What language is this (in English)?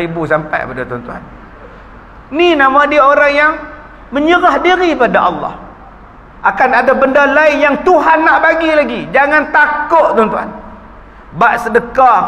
Malay